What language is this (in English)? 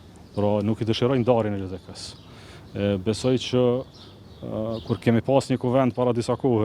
Albanian